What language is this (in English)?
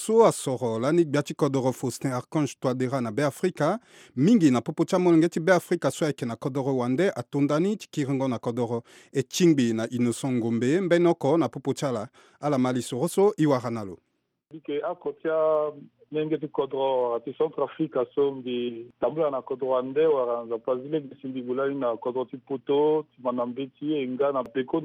Sango